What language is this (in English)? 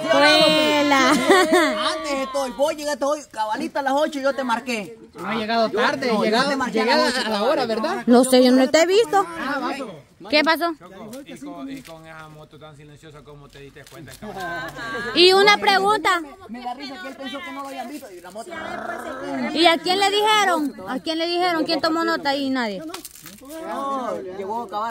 Spanish